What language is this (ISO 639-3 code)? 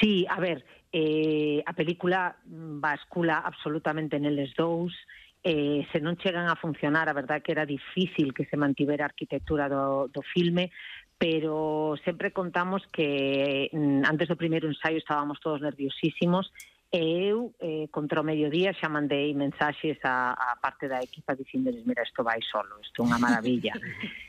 glg